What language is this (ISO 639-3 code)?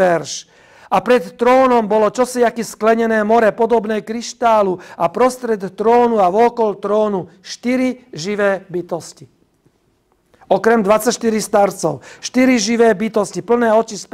slk